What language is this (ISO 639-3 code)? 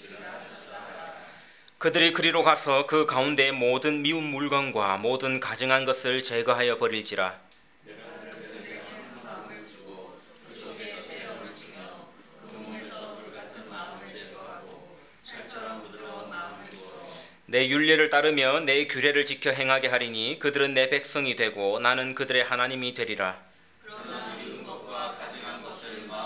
kor